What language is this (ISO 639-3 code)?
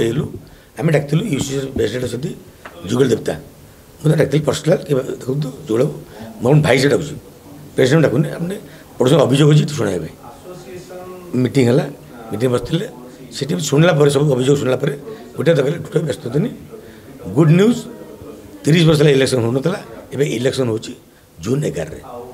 ori